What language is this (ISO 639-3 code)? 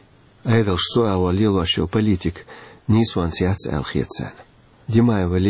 che